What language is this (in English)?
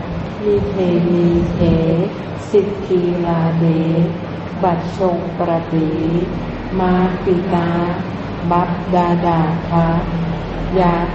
Thai